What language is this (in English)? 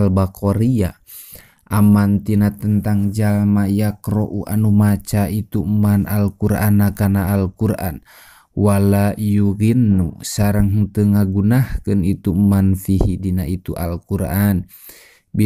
Sundanese